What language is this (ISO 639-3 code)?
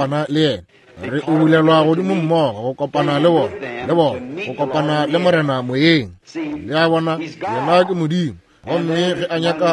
nso